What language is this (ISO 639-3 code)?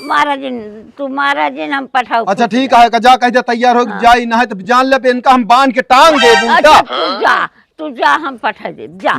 awa